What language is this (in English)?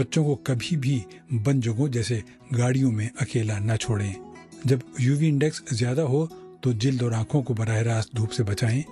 Urdu